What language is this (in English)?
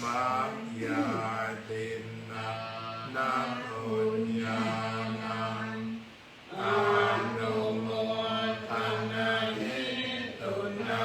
Pali